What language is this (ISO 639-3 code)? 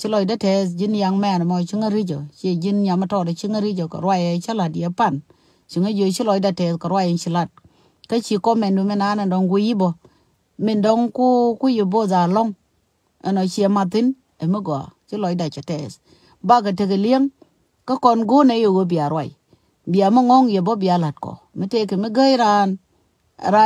nus